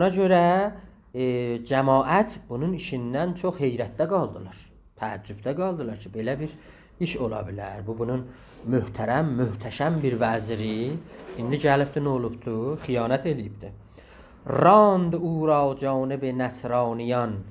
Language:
South Azerbaijani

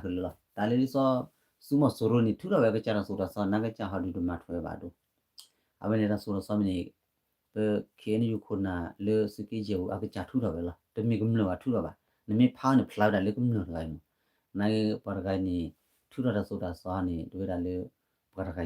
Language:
S'gaw Karen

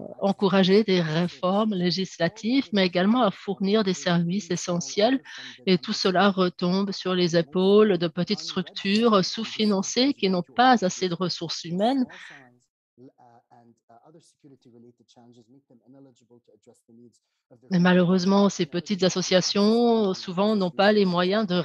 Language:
French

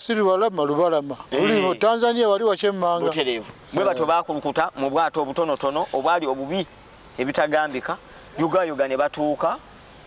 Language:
Ganda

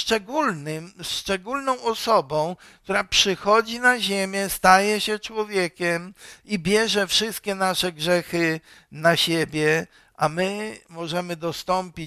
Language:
Polish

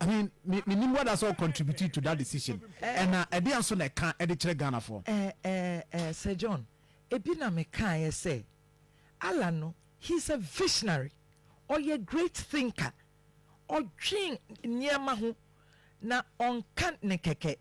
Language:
Akan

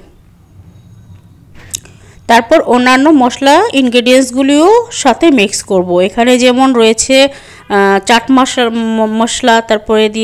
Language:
Bangla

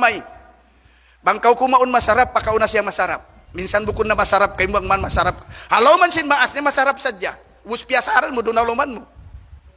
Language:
Tausug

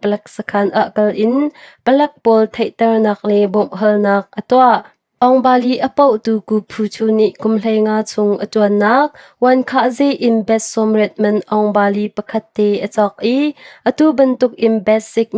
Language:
Hakha Chin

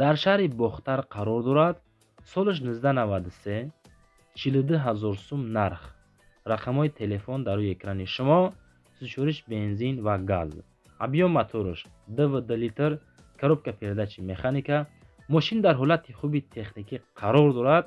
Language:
Tajik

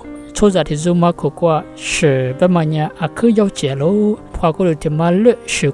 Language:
Lisu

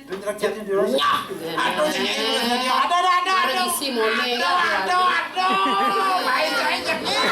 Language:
Balinese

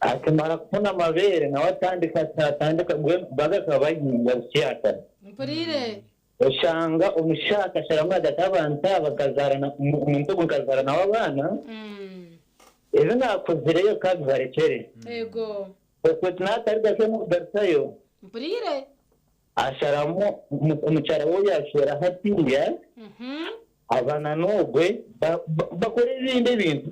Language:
Nyankole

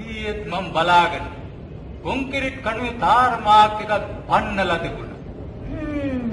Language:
Sinhala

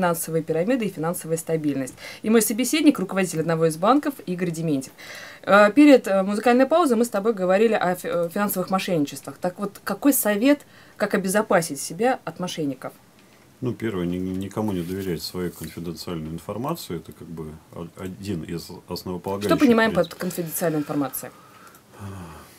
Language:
Russian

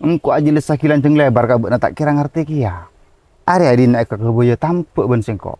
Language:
Madurese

